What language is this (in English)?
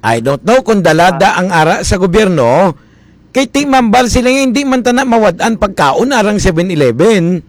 Hiligaynon